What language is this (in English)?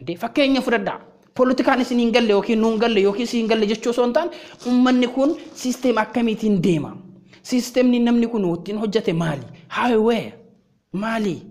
Oromo